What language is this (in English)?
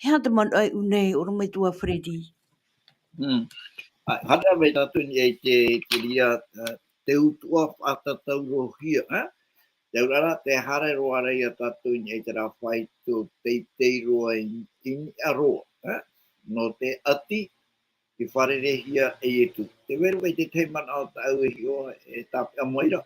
Tahitian